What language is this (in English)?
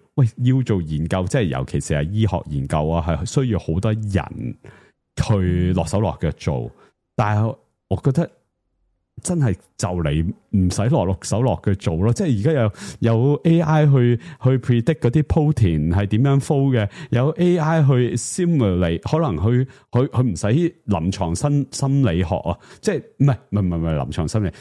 Cantonese